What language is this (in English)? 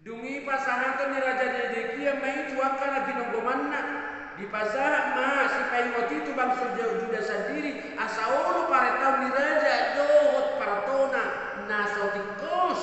Batak Toba